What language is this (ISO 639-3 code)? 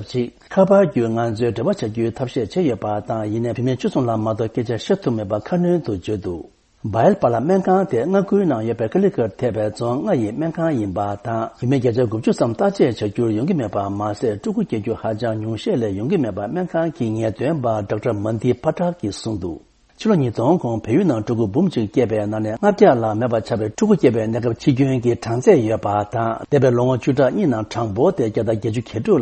bod